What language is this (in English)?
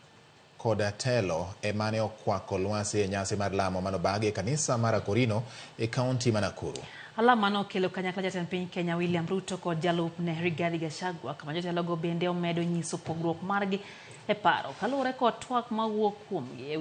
Luo (Kenya and Tanzania)